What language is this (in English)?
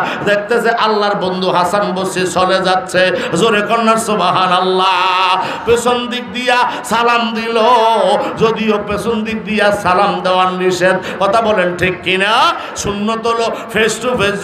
Bangla